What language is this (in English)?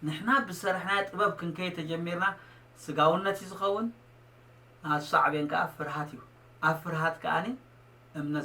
Tigrinya